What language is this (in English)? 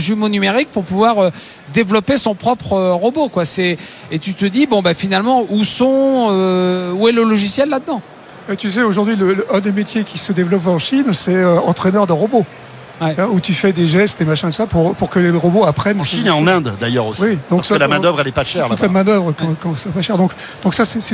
French